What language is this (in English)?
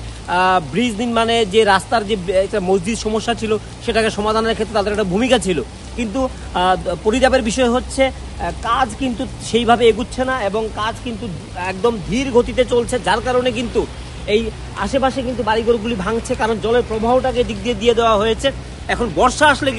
Bangla